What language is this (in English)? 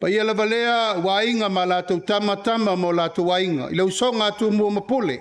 Samoan